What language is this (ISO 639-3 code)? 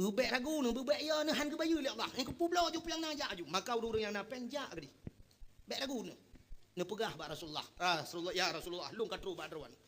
ace